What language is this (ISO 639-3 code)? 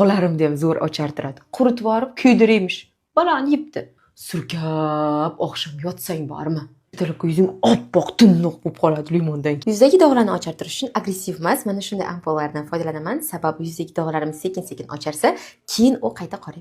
uzb